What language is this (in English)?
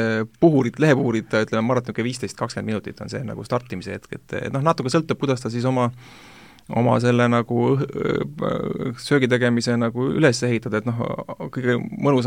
Estonian